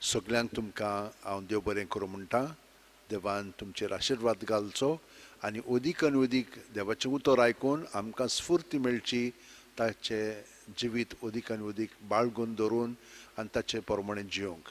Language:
Konkani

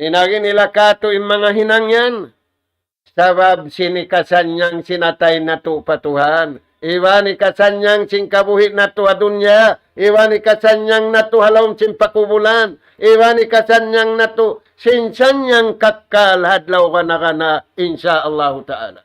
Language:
Tausug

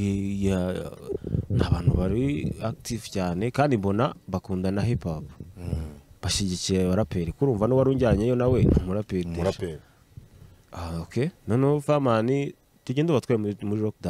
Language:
Kinyarwanda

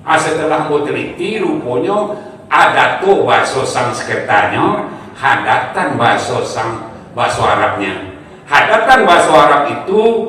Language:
Minangkabau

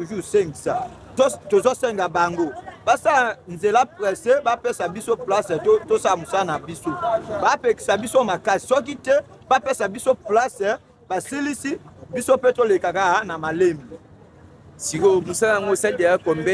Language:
Lingala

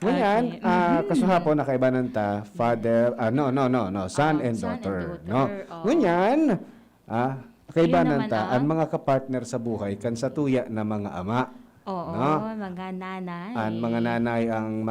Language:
Bikol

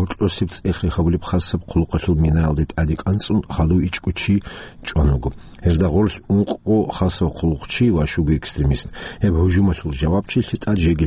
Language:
Avaric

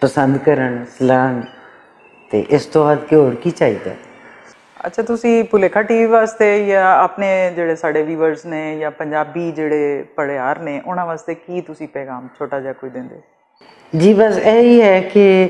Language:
Western Panjabi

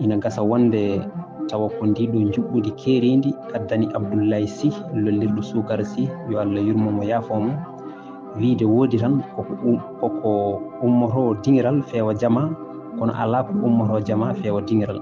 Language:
Fula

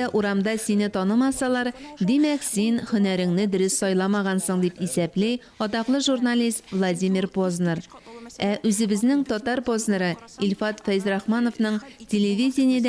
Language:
Tatar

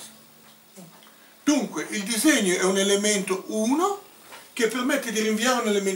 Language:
Italian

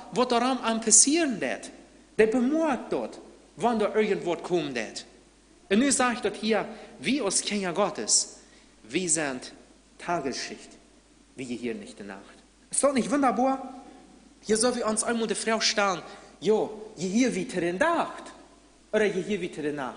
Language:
Plautdietsch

